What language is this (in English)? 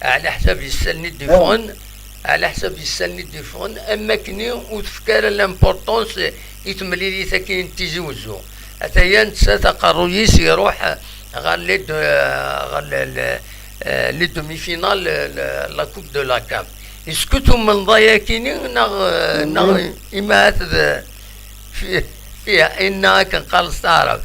Kabyle